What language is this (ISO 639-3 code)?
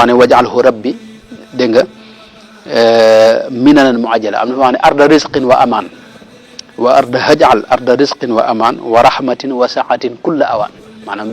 wol